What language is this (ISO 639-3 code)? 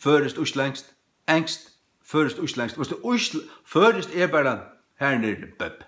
fao